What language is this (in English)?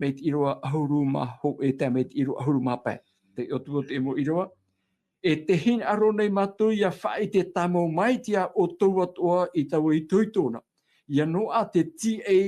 Tahitian